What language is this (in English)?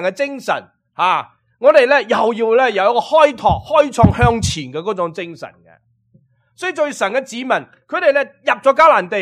Cantonese